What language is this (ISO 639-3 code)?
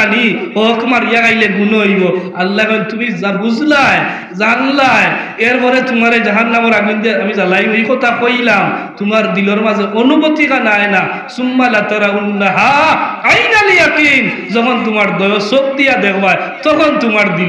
syl